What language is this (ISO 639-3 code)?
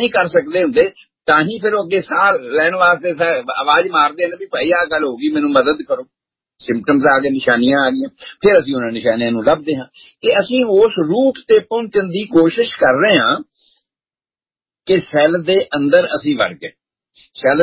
pan